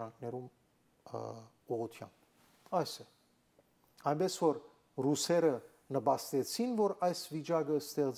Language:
Armenian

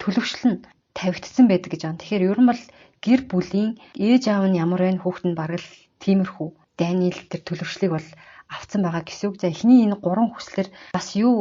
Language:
Mongolian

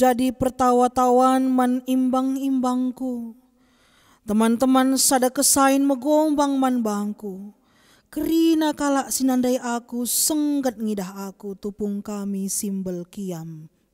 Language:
Batak Karo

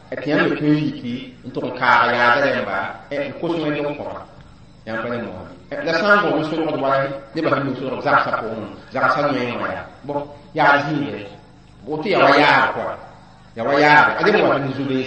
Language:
Mossi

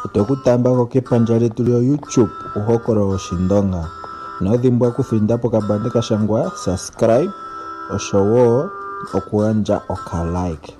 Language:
Ndonga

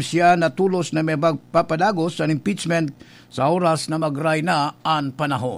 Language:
Bikol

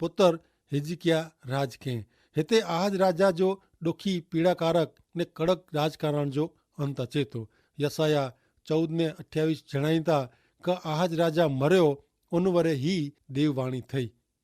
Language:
Kachhi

